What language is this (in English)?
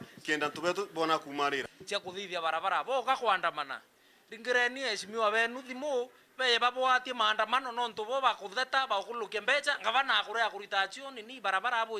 Meru